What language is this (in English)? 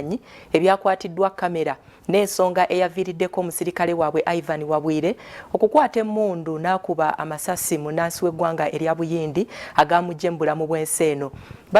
Ganda